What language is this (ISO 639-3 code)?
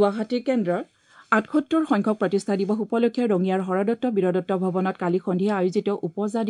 asm